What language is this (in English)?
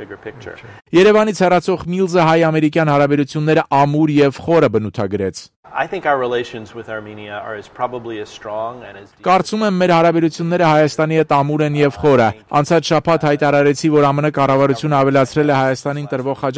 Armenian